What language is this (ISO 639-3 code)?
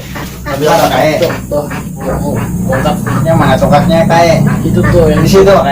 bjn